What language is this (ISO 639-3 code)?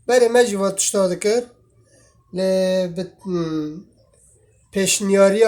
kur